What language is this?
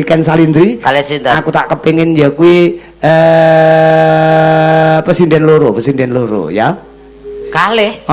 Javanese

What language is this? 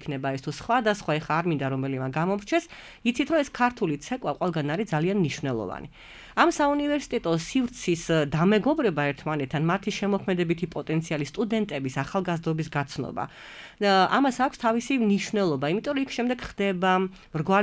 Georgian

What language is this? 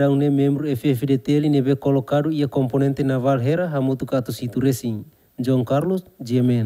Tetum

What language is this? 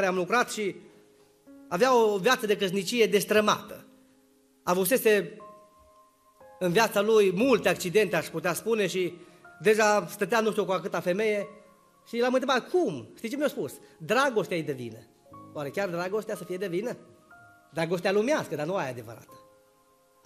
Romanian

